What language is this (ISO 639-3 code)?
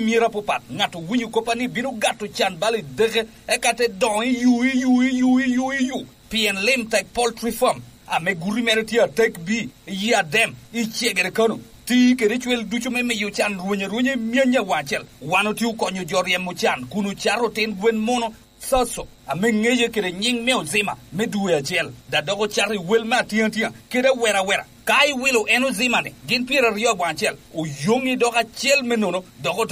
laj